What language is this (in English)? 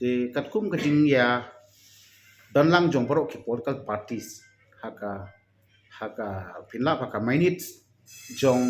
Khasi